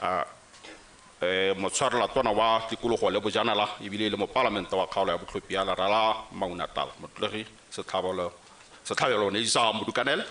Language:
Tswana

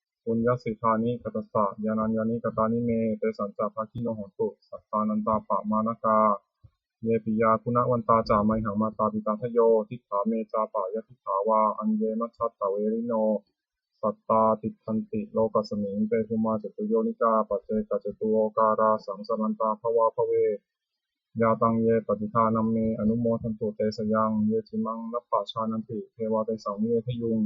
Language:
Pali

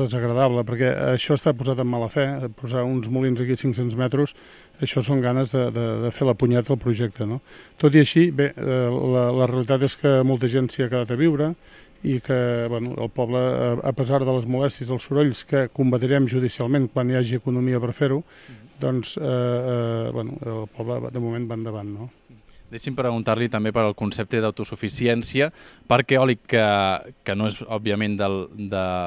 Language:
Catalan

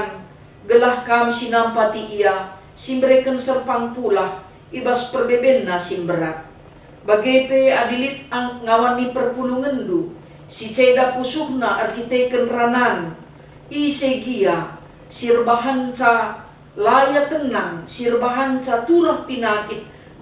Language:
Batak Karo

